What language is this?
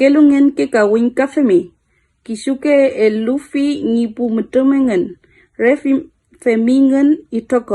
Mapuche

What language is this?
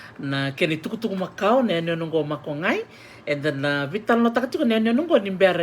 Fijian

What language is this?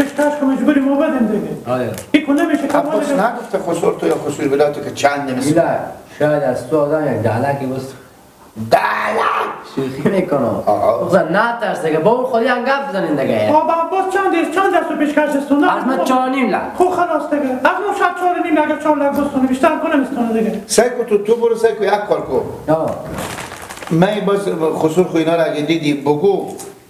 Persian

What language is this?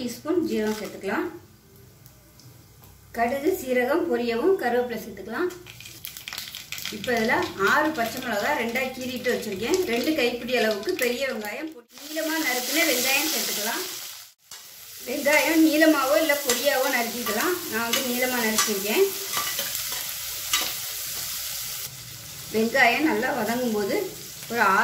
Tamil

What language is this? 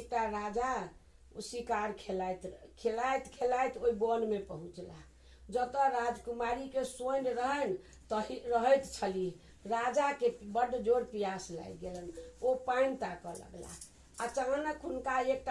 Maithili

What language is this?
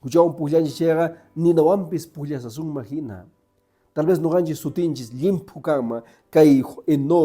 Quechua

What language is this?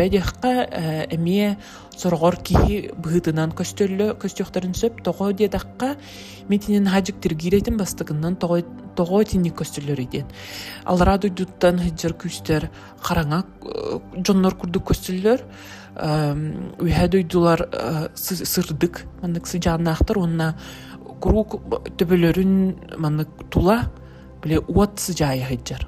Yakut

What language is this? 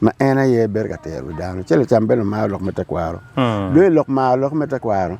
Acoli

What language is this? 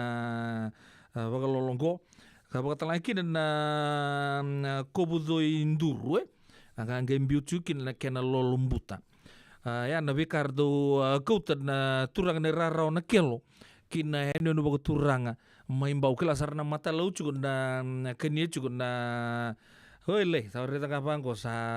Fijian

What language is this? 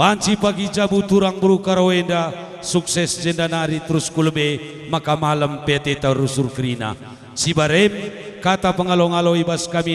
Batak Karo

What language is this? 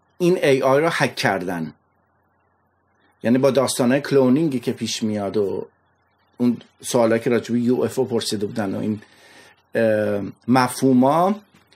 Persian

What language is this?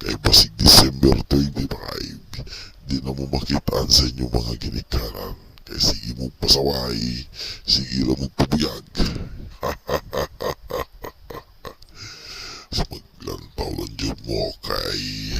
Cebuano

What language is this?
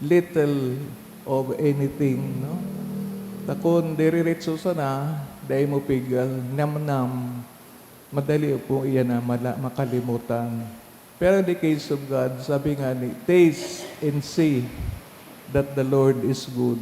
Bikol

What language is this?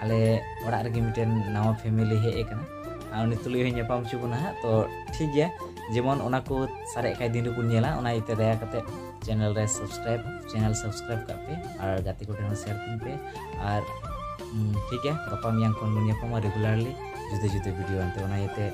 Santali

